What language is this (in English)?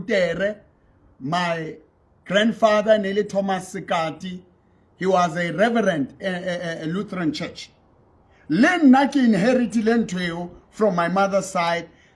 Southern Sotho